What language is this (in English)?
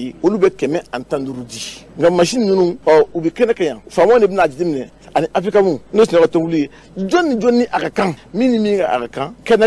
Bambara